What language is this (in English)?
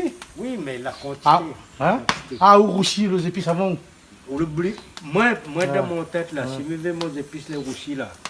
Réunion Creole French